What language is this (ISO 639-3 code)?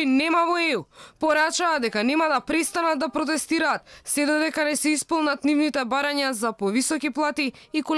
mkd